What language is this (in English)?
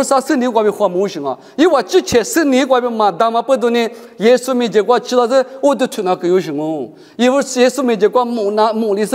Lisu